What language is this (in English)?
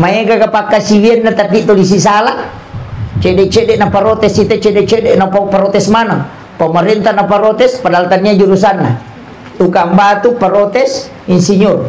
Buginese